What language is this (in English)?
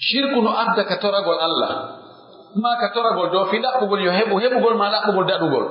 Pular